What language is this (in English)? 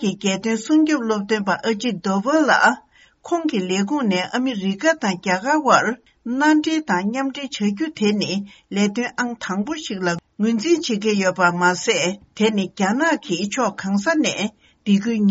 Tibetan